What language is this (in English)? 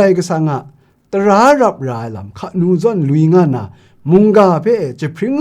Kachin